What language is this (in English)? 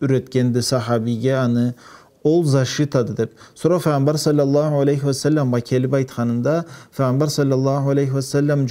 Karachay-Balkar